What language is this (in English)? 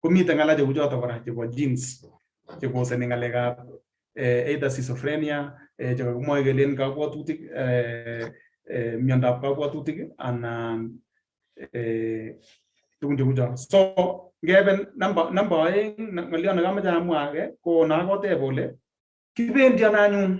Kalenjin